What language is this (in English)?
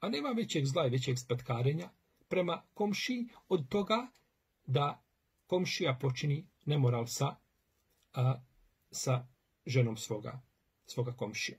Bosnian